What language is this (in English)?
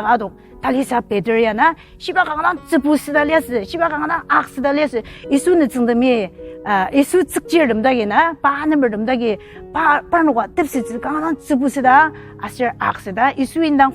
Ao Naga